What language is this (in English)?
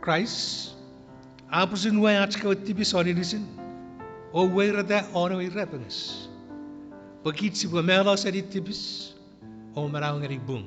Chuukese